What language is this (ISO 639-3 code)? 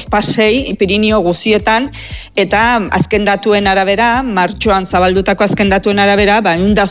eus